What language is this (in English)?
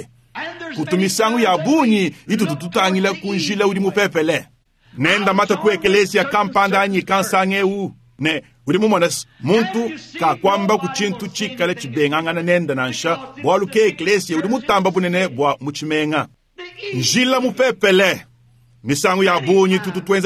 Luba-Lulua